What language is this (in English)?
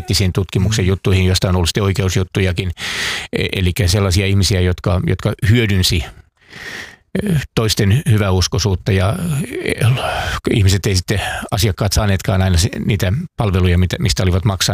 Finnish